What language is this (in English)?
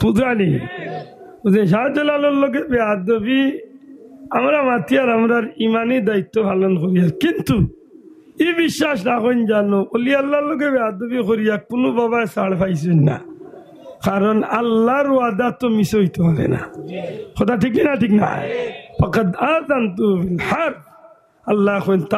Sylheti